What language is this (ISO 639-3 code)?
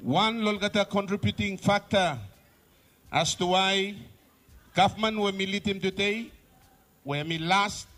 bis